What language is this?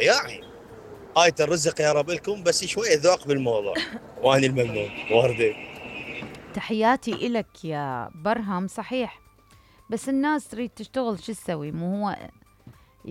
Mesopotamian Arabic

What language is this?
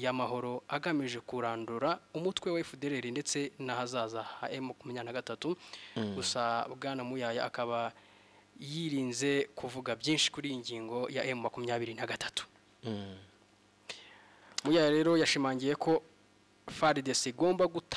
Kinyarwanda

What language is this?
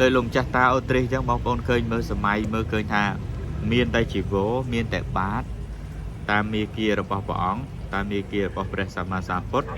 Khmer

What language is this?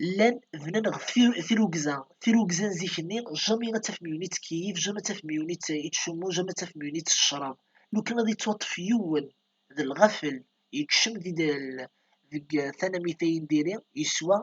Kabyle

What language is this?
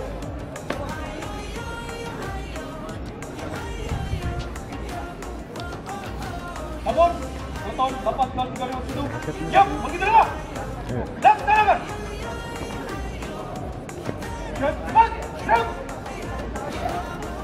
Indonesian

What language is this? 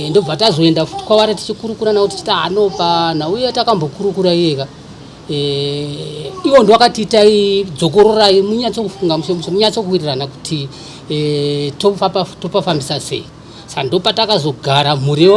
Shona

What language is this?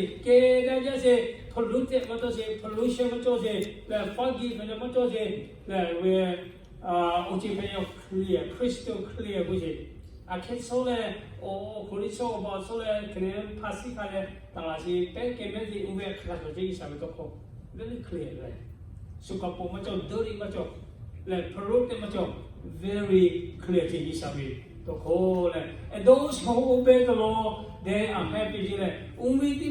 Lahu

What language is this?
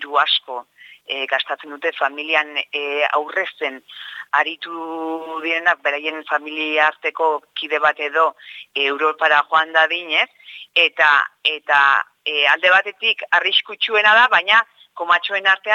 Basque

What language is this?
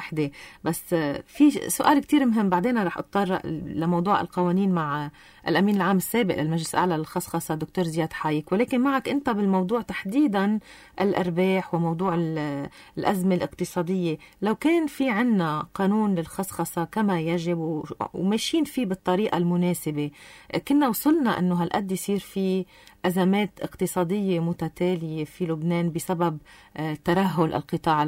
North Levantine Arabic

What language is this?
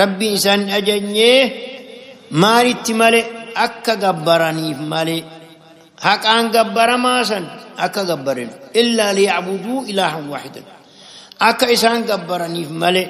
Oromo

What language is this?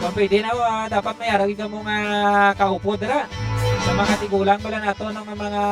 Hiligaynon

